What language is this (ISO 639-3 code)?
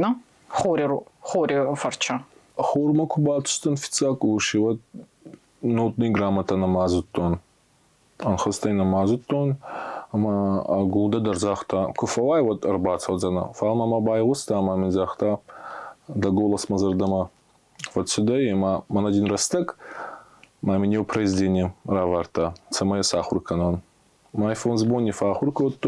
oss